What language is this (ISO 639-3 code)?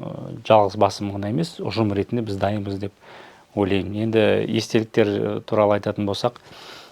kaz